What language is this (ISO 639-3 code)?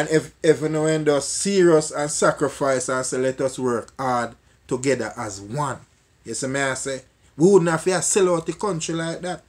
jam